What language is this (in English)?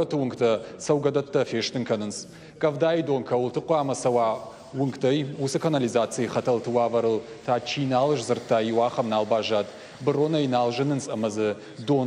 Ossetic